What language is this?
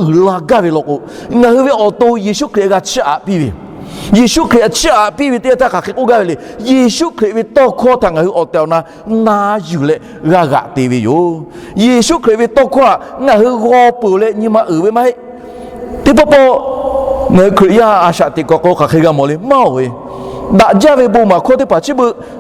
Lahu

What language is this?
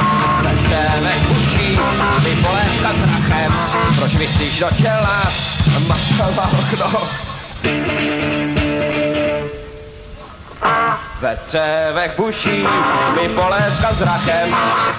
Czech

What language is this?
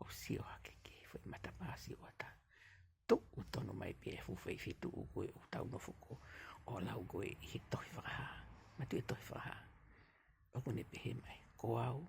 Tongan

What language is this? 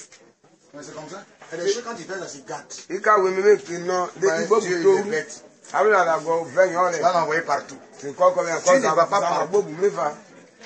French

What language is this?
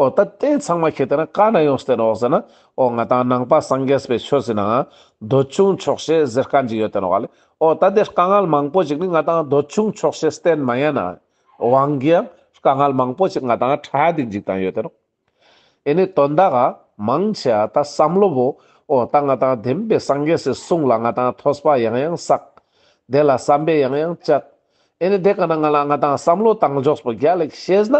Ladakhi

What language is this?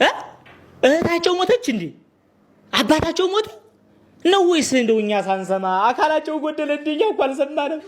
Amharic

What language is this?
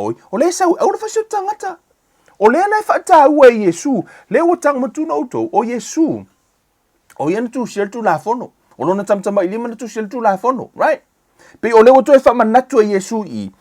Samoan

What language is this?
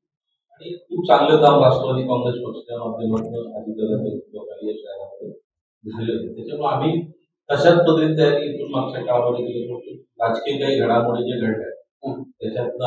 Marathi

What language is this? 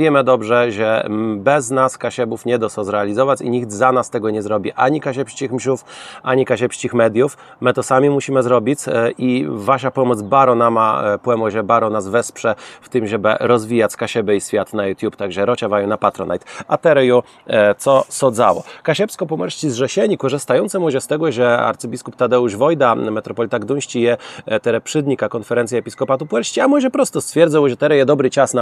Kashubian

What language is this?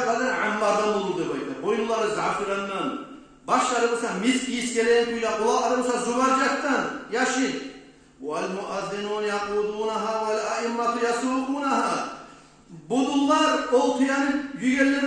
Kumyk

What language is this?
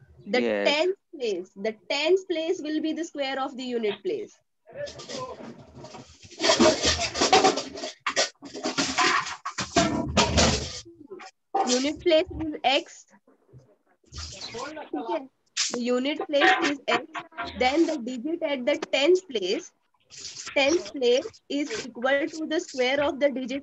English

